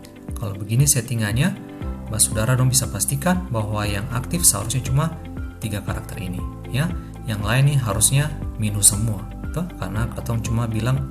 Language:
Ambonese Malay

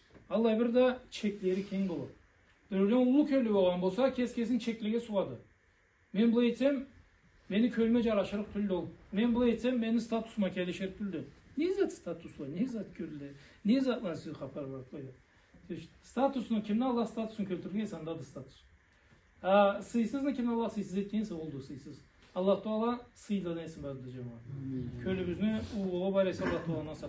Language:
Karachay-Balkar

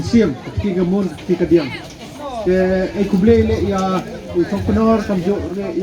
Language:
Khasi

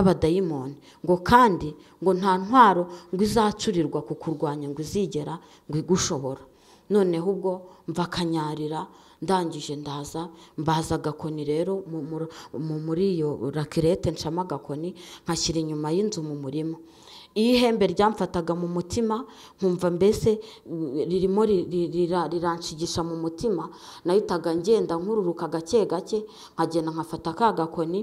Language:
Kinyarwanda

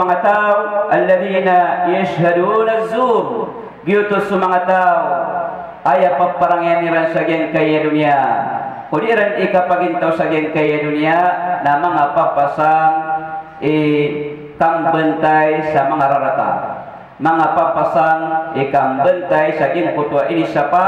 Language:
Maranao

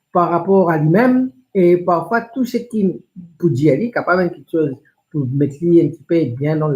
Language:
Morisyen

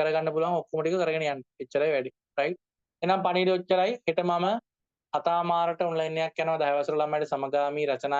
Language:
Sinhala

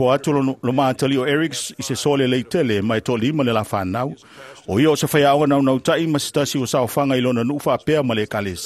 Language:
Samoan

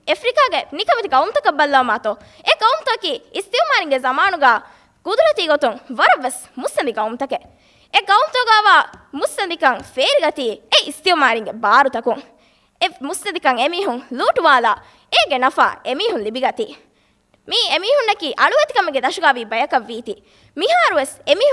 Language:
Divehi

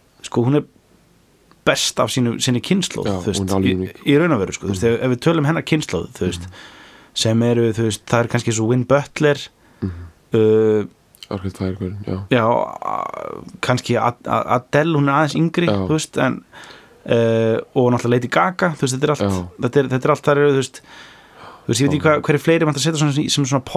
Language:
Icelandic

